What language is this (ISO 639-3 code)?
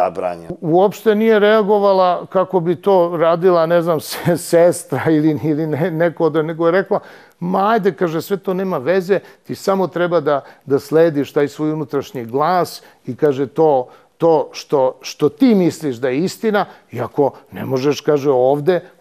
srp